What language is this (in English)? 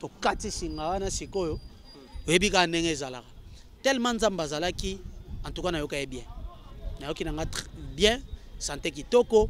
Lingala